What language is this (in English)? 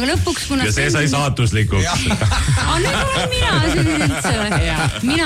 Estonian